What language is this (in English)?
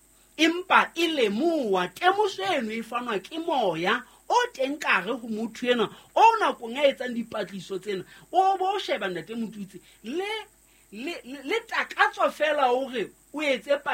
Southern Sotho